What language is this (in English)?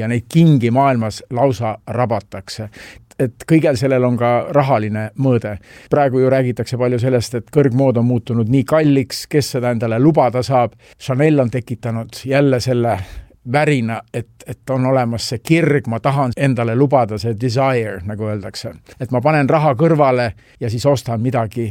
Estonian